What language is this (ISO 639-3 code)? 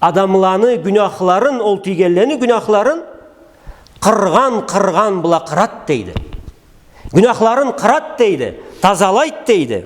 krc